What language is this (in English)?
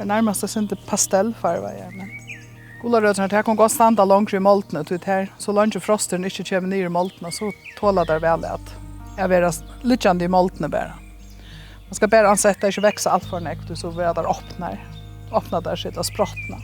Faroese